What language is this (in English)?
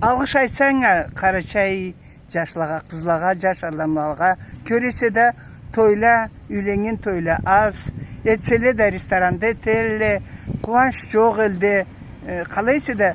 Karachay-Balkar